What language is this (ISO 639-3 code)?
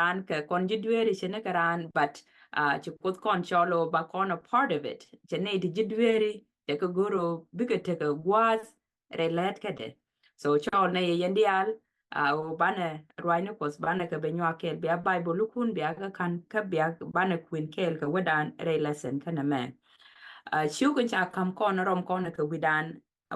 nus